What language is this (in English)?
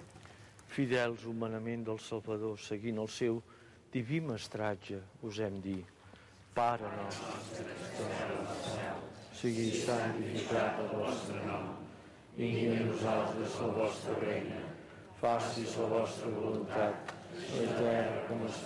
Catalan